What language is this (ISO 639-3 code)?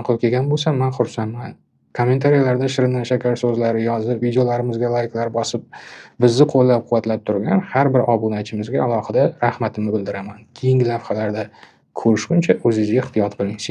uzb